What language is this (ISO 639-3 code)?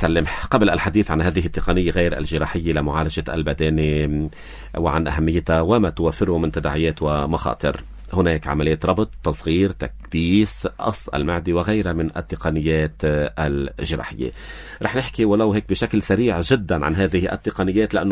apc